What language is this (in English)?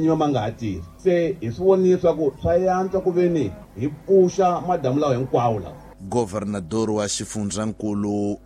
Tsonga